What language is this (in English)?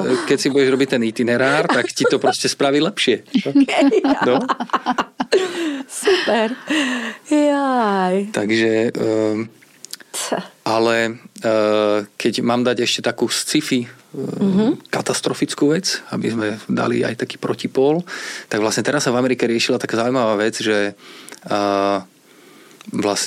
Slovak